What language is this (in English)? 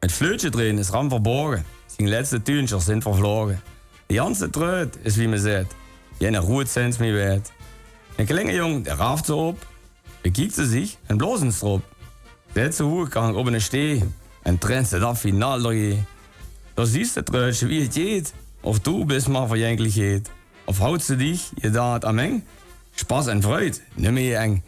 Limburgish